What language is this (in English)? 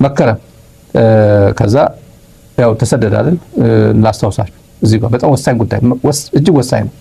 Amharic